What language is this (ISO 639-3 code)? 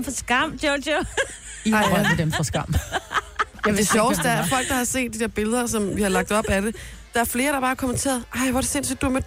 dan